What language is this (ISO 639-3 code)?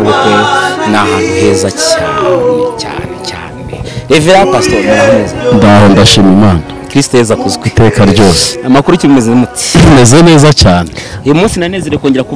kin